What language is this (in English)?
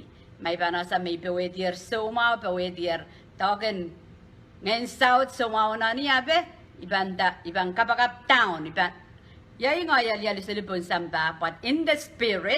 Pohnpeian